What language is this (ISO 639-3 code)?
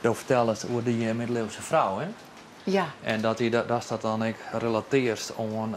fry